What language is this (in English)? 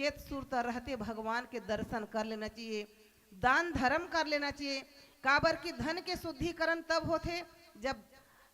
Chhattisgarhi